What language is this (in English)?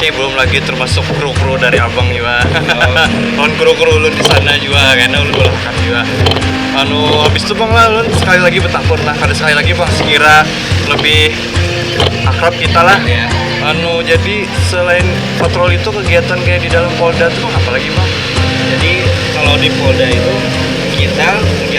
Banjar